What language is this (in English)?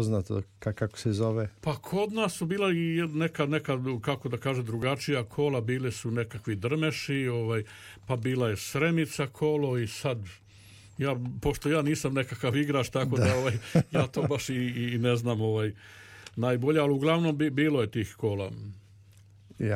Serbian